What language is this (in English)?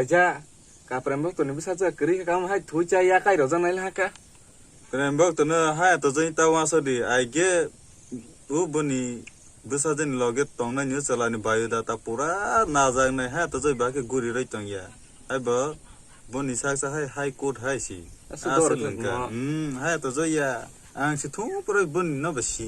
Kok Borok